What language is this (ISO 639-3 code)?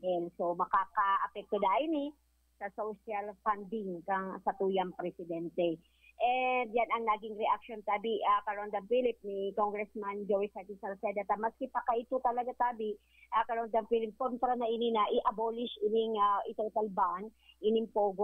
bik